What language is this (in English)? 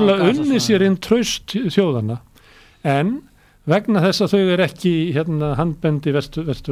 Icelandic